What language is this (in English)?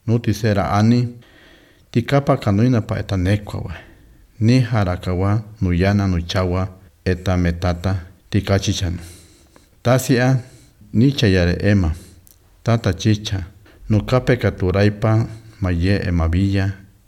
Basque